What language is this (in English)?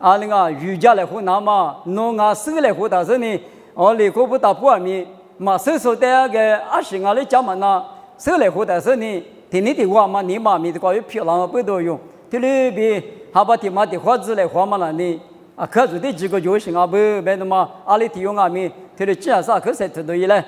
Lisu